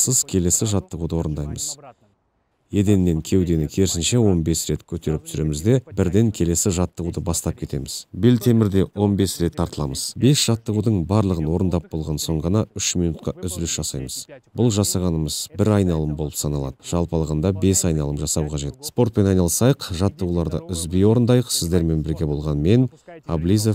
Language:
Kazakh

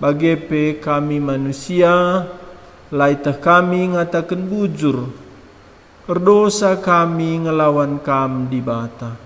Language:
Batak Karo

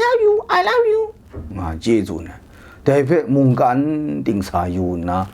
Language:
Kachin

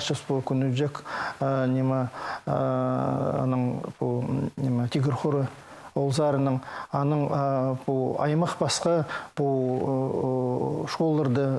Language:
Khakas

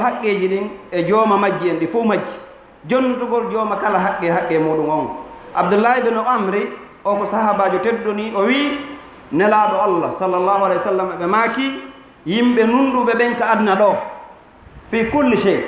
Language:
Fula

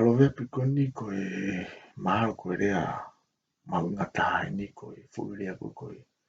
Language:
Tongan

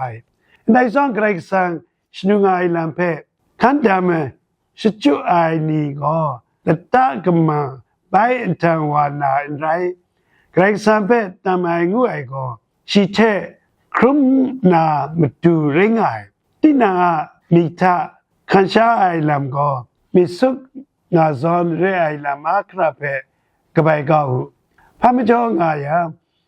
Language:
Kachin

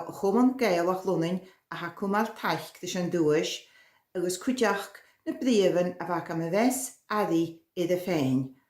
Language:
Scottish Gaelic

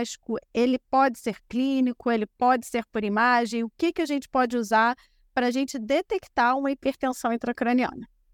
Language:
Portuguese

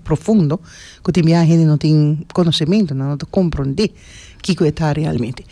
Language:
Papiamento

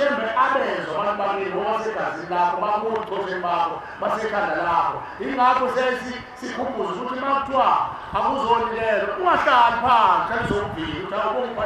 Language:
Zulu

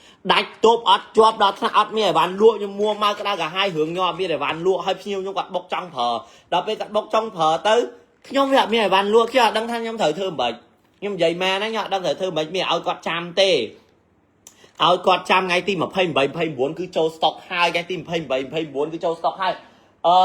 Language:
Khmer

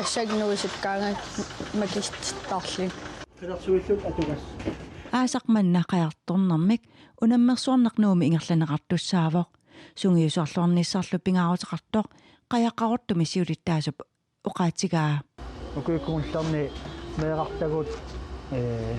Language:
Kalaallisut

